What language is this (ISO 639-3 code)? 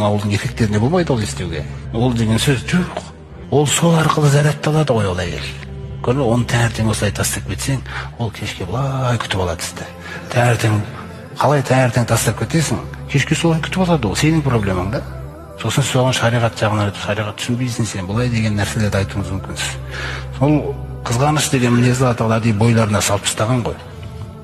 kaz